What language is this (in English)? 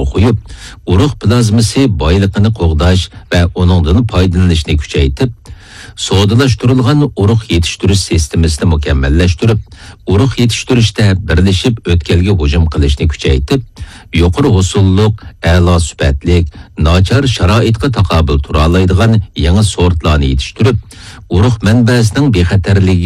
Uyghur